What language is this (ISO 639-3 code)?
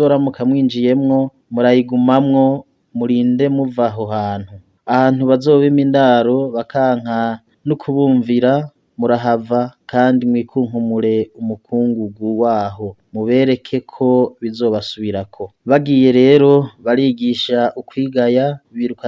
run